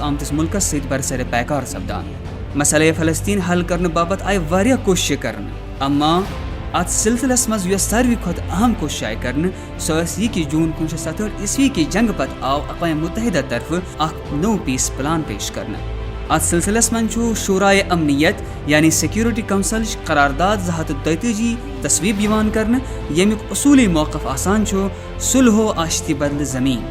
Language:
Kashmiri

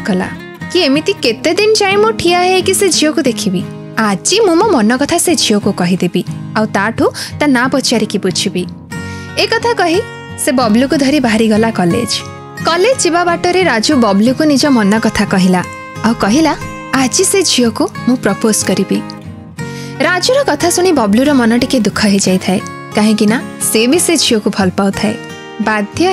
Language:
Odia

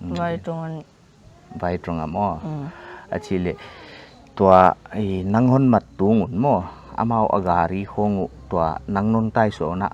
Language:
Paite Chin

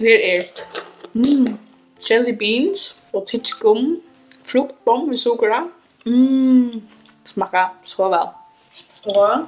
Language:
Faroese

